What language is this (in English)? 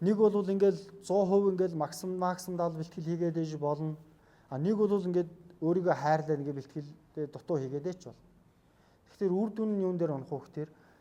Mongolian